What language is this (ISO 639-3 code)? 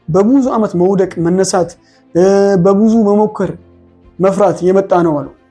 amh